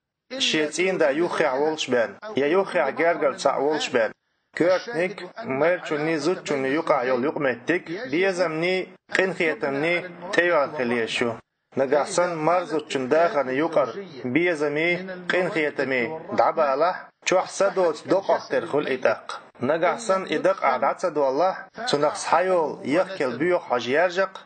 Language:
Chechen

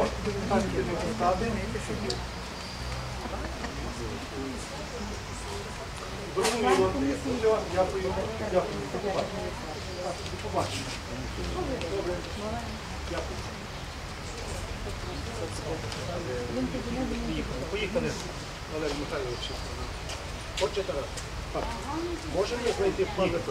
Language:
Ukrainian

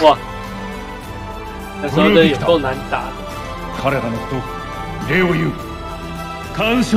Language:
Chinese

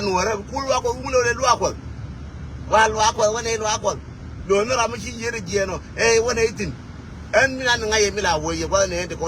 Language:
Nuer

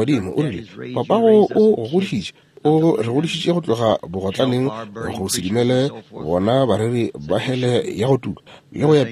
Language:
Northern Sotho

